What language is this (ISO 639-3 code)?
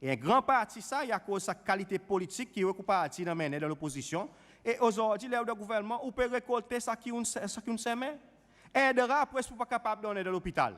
crs